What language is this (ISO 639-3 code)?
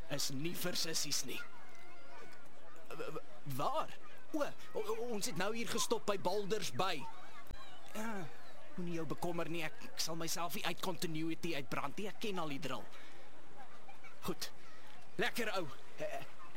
afr